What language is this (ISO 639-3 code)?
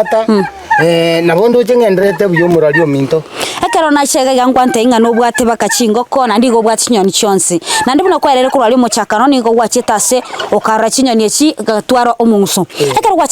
guz